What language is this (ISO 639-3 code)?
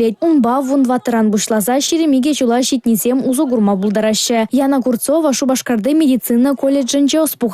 chv